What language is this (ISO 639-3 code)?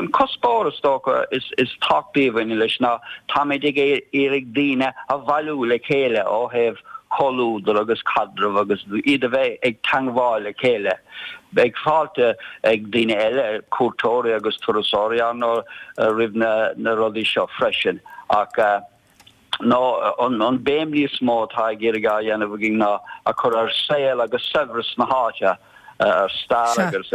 gle